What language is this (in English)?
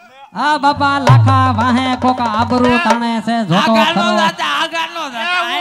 Gujarati